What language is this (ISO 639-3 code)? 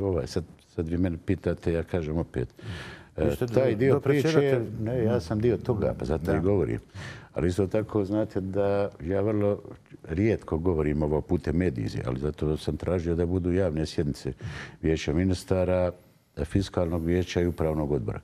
bos